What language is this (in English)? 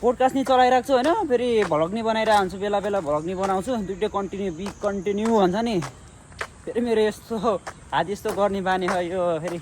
Nepali